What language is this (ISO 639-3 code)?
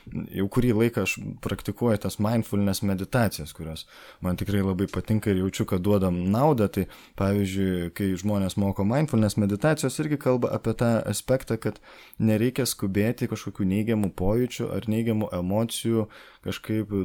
lit